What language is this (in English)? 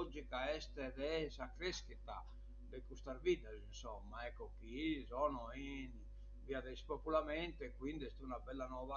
Sardinian